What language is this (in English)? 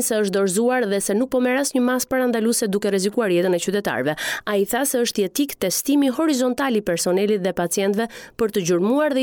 Albanian